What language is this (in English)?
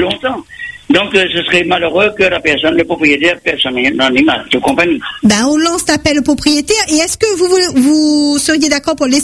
French